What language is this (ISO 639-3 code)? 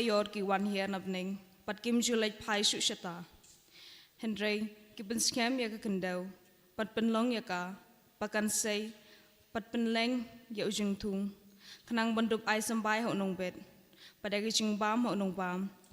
kha